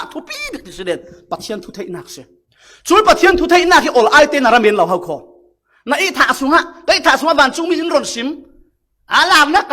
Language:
Falam Chin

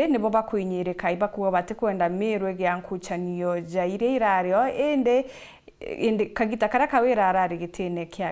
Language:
Meru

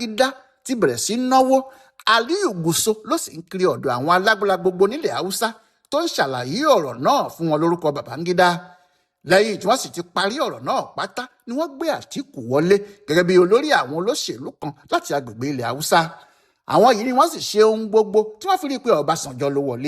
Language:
Yoruba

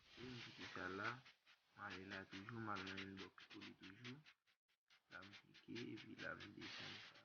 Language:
Haitian Creole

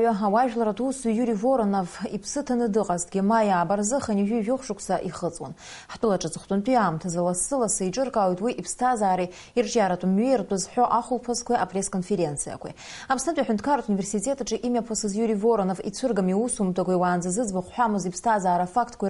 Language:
Abkhazian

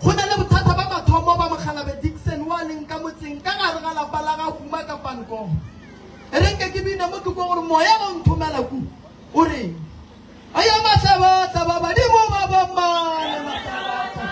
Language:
Northern Sotho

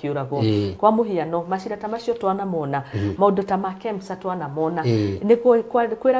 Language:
Kikuyu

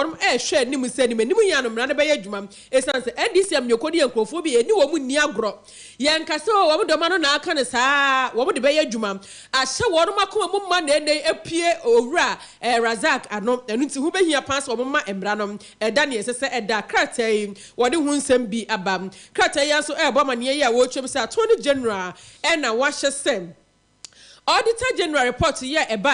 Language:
Akan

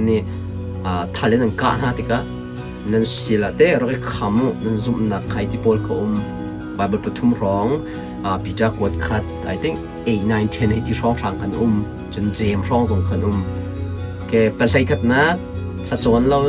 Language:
Hakha Chin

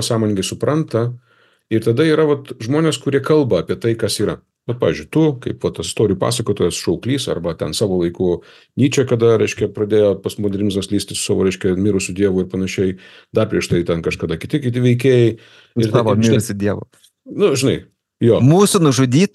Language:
Lithuanian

